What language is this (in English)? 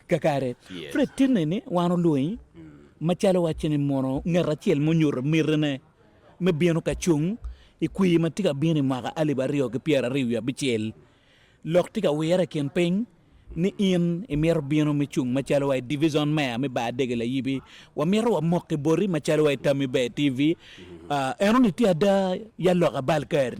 Acoli